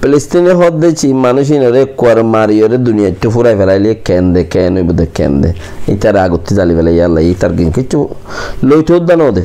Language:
Rohingya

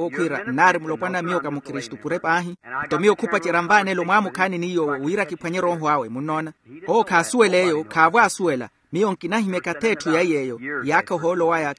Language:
Makhuwa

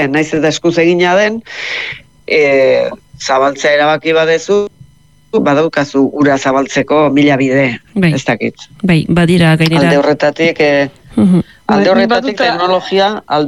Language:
Basque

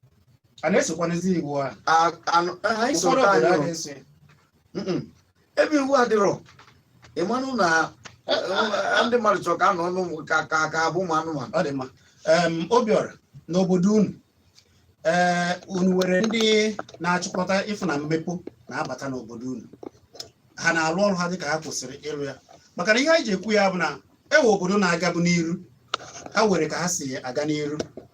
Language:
Igbo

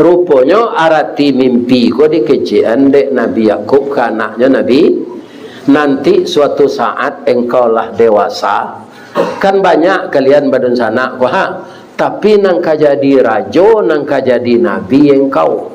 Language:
Minangkabau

